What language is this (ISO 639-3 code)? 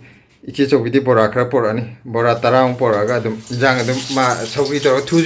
mni